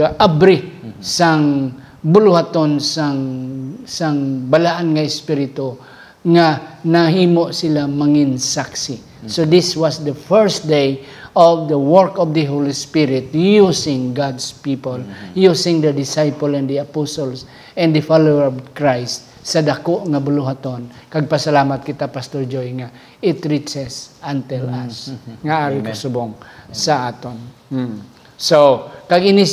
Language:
Hiligaynon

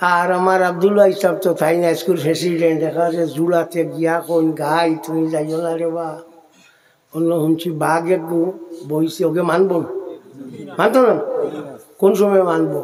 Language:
Sylheti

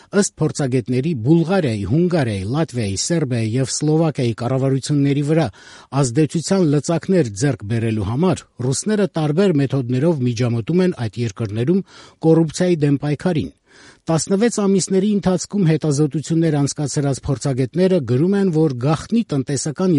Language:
Armenian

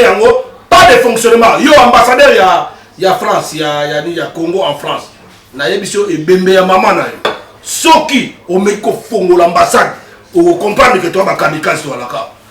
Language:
Lingala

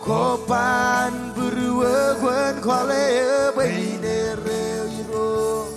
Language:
Marshallese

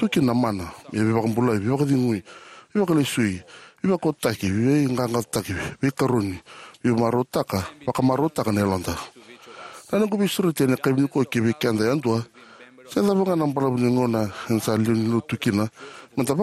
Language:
Fijian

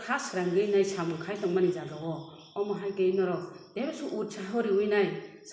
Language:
Kok Borok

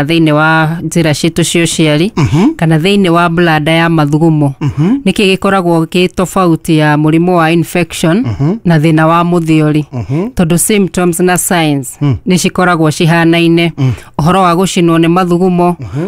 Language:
Kikuyu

